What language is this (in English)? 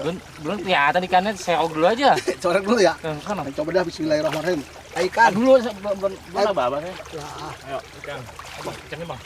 Betawi